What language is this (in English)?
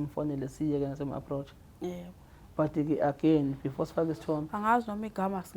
Zulu